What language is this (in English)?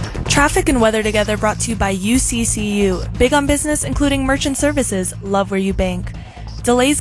English